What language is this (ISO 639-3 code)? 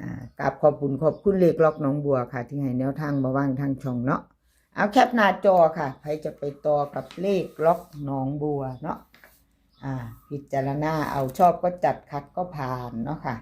tts